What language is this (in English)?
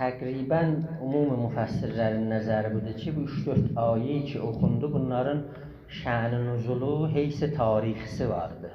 South Azerbaijani